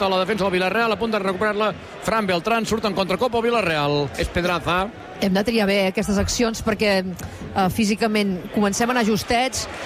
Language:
Catalan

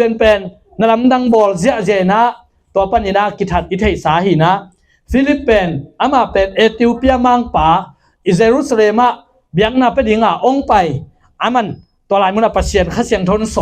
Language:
Tedim Chin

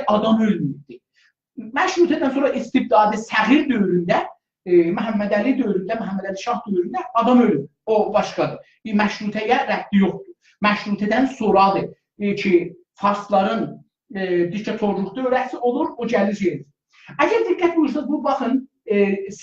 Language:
South Azerbaijani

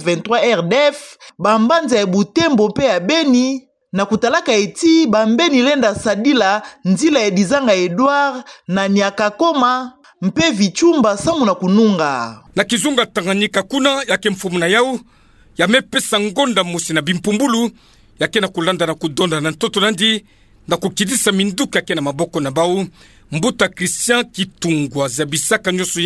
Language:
Kituba (Democratic Republic of Congo)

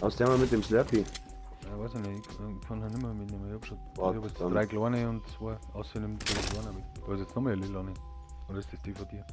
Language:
Bavarian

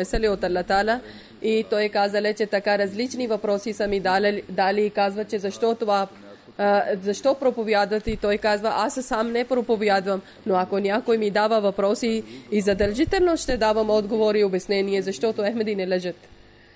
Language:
Bulgarian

